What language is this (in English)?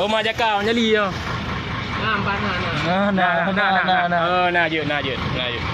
Achinese